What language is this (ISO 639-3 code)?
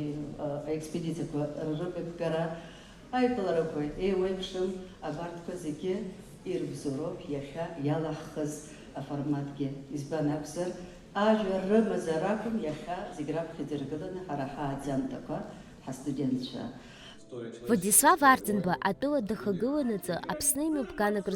abk